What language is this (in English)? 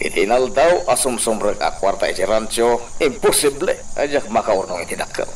Iloko